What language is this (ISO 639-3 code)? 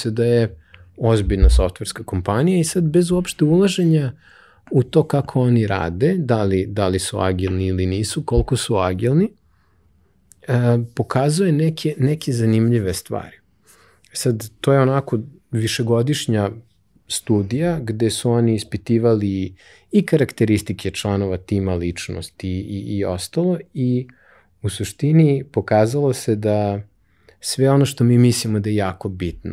srp